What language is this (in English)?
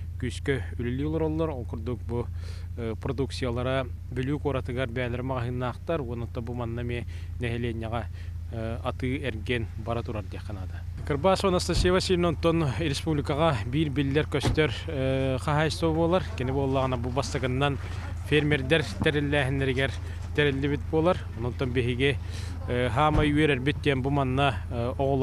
Yakut